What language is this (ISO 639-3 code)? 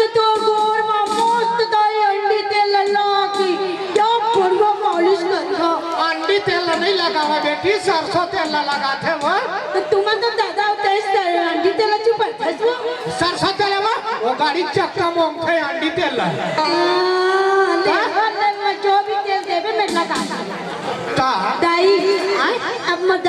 hne